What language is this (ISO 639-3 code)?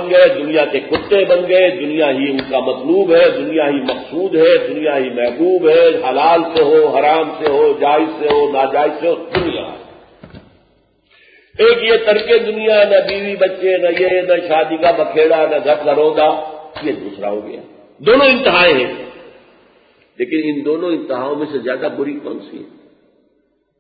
urd